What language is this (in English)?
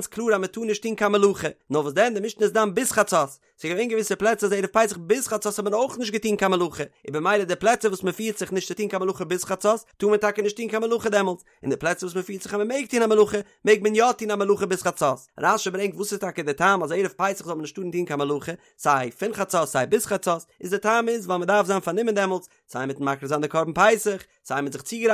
Yiddish